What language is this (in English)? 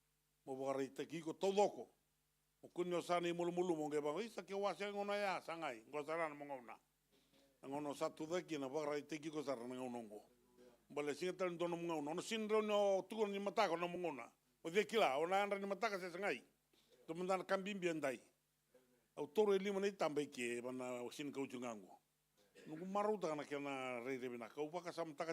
Fijian